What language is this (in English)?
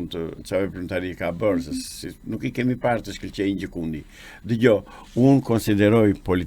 Albanian